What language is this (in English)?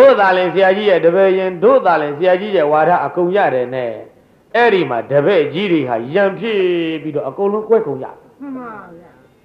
Burmese